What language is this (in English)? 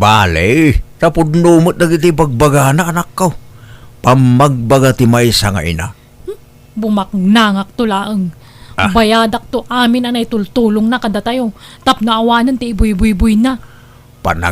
Iloko